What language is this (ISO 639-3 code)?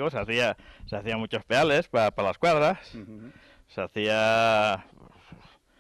spa